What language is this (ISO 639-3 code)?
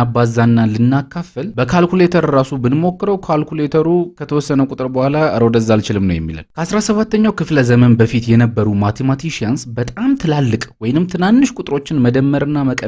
amh